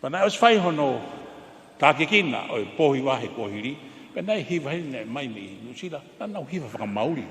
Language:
Tongan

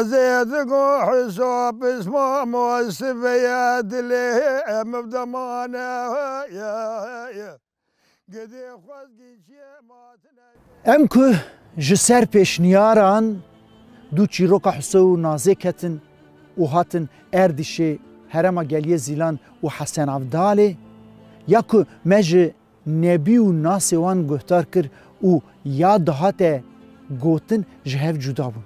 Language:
Kurdish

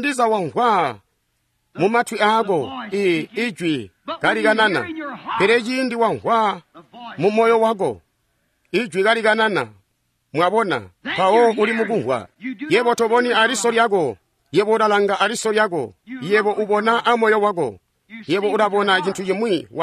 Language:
Tonga (Zambia)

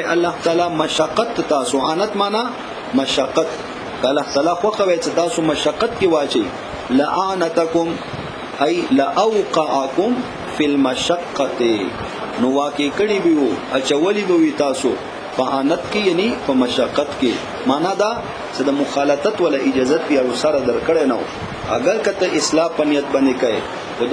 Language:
Pashto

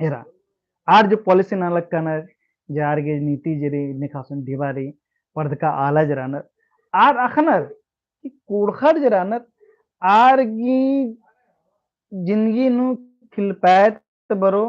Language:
Kurukh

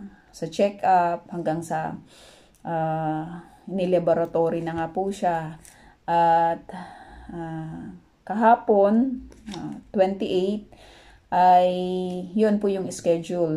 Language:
Filipino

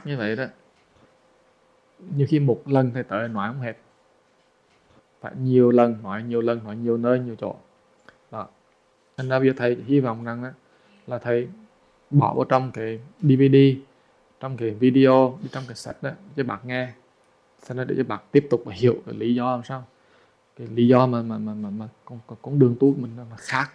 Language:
Vietnamese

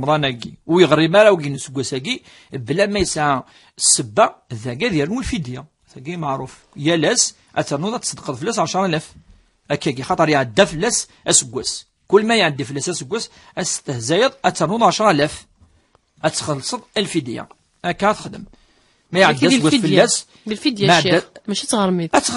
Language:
Kabyle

